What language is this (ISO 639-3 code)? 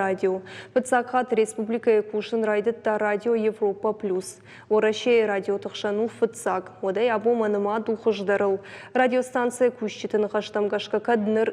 oss